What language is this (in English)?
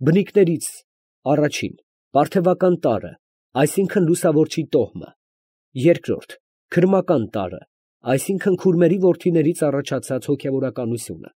Armenian